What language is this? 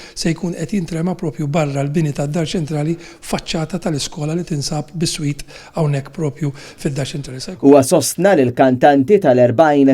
Maltese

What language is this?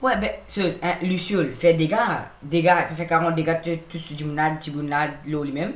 Morisyen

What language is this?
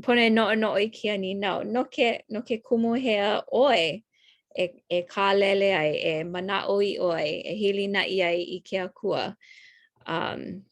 Hawaiian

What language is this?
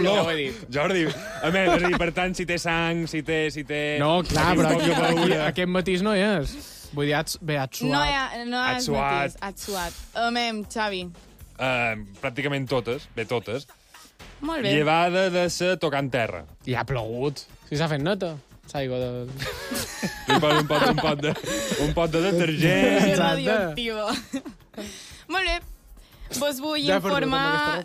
Catalan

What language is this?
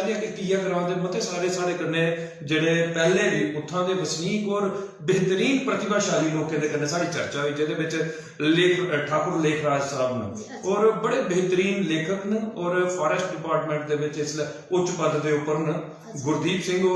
Dogri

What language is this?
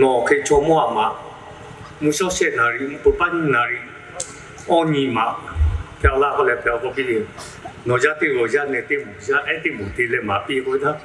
Lahu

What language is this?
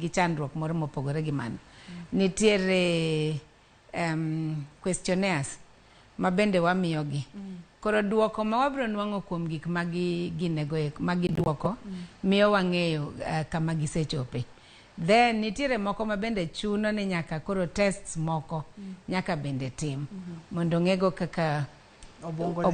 Luo (Kenya and Tanzania)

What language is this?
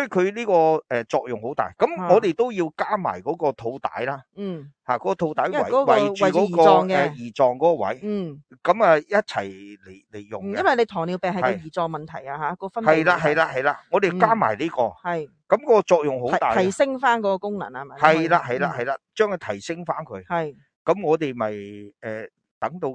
Cantonese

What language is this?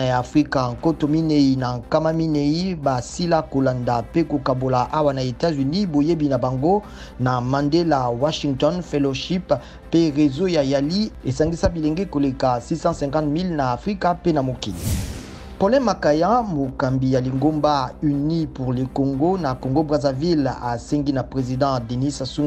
Lingala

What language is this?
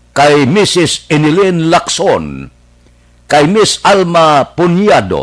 Hiligaynon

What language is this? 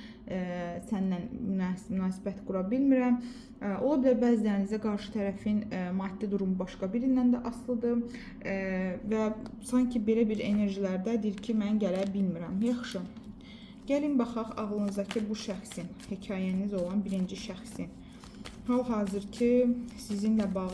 Azerbaijani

